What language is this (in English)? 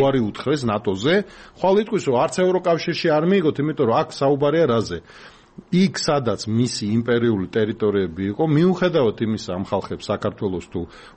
Georgian